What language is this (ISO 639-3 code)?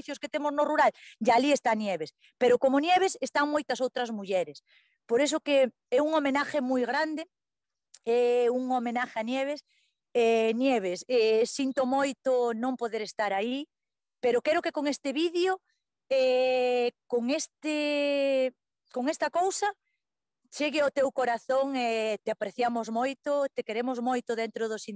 glg